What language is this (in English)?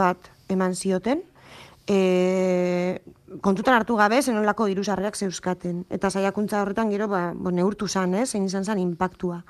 Basque